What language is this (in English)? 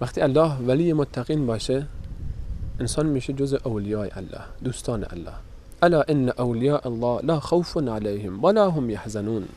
Persian